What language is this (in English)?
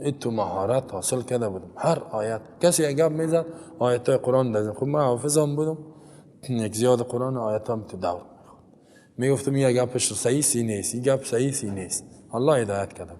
Persian